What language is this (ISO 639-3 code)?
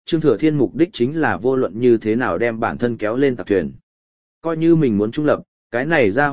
vie